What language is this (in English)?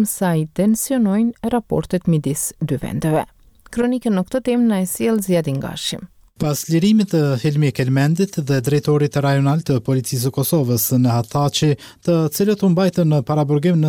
Albanian